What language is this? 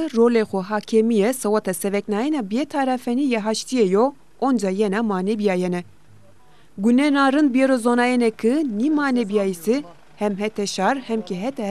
Zaza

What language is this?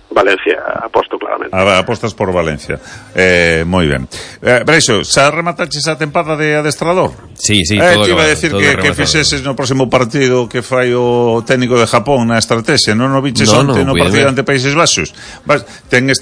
Galician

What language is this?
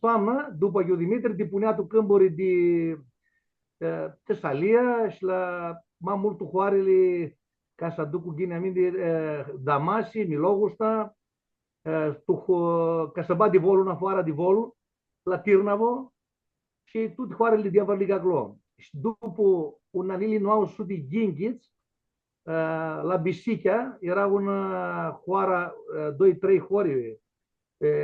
Aromanian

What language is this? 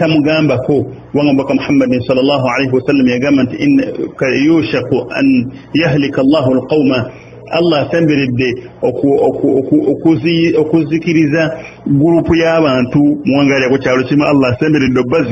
Ganda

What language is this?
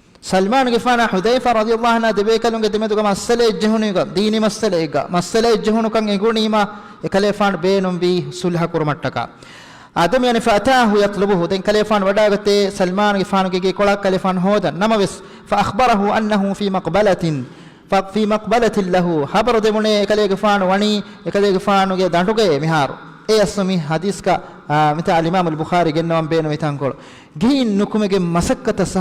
Divehi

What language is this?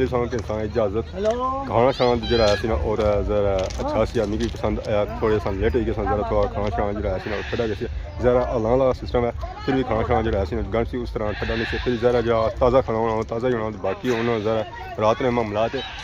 Pahari-Potwari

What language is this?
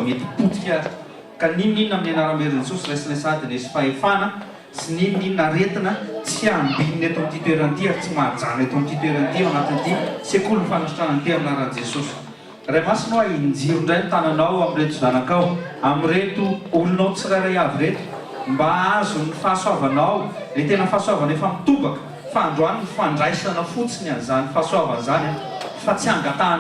Malagasy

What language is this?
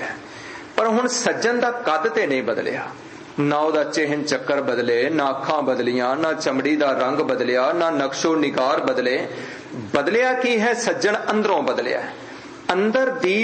Punjabi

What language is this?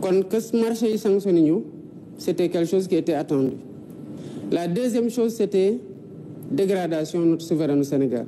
Wolof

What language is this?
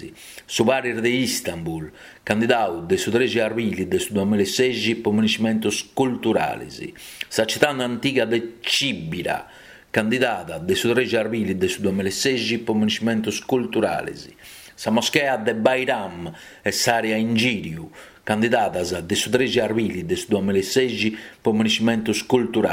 Sardinian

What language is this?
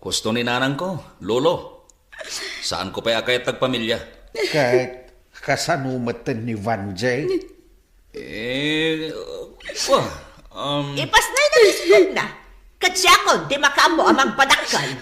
Iloko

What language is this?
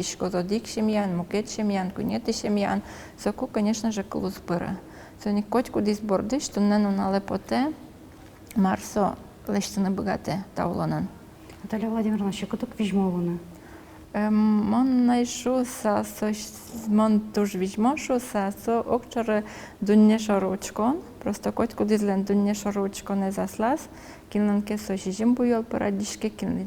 Udmurt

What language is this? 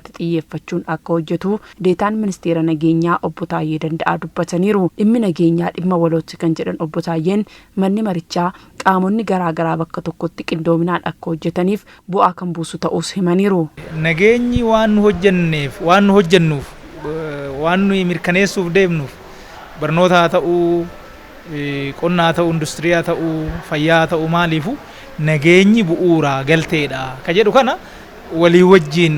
Oromo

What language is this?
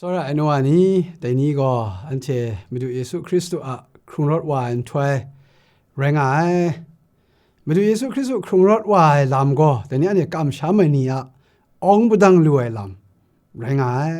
Kachin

